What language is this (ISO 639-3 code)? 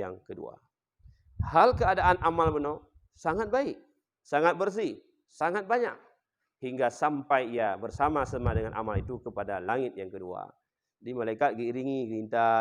ace